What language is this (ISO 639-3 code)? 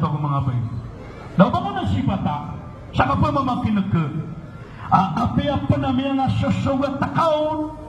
mrw